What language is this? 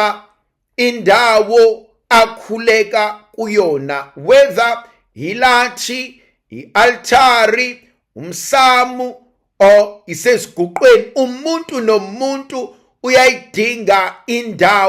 Zulu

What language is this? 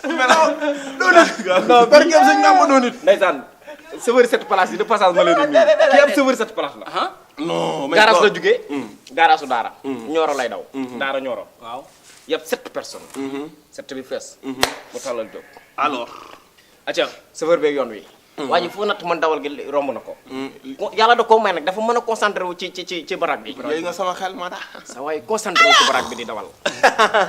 Wolof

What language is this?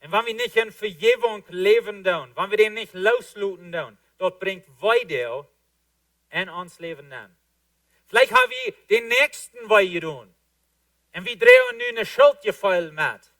Plautdietsch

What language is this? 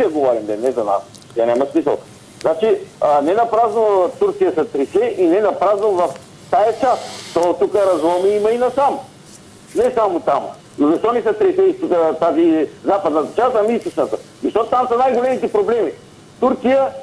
Bulgarian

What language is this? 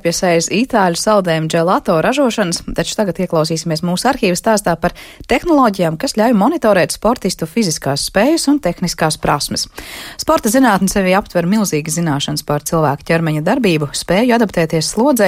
Latvian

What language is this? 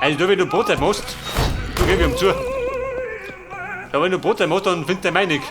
Bavarian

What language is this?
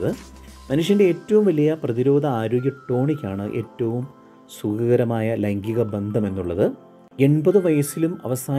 Malayalam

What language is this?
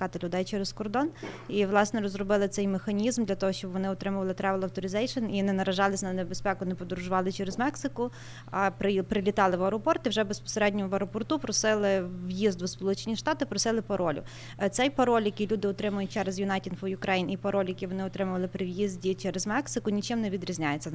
Ukrainian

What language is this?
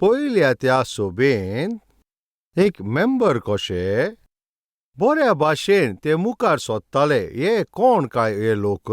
Konkani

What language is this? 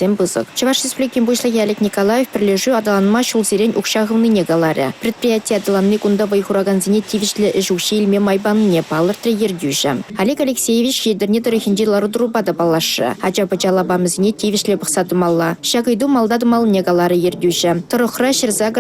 Chuvash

